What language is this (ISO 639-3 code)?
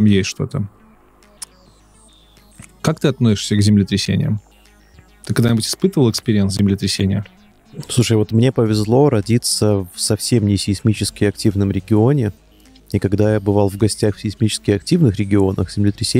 rus